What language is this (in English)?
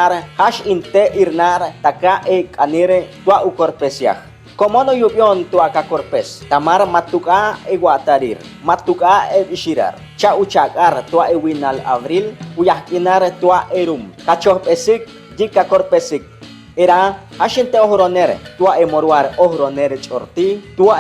Chortí